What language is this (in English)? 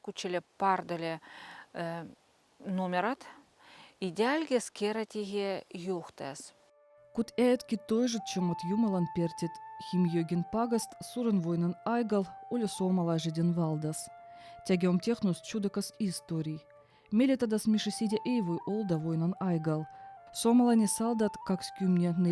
Veps